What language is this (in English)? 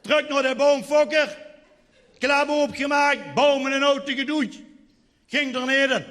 Limburgish